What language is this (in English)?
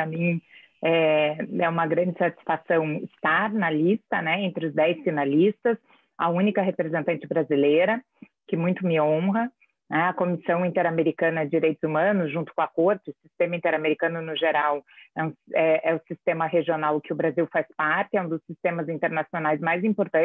Portuguese